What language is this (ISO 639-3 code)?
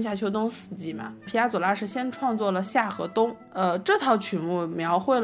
zho